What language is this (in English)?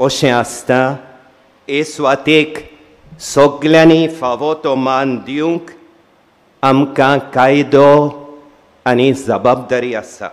Konkani